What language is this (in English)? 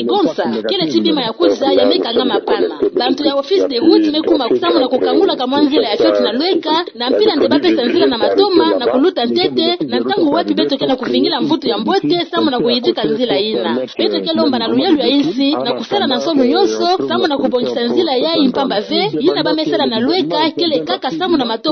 Kituba (Democratic Republic of Congo)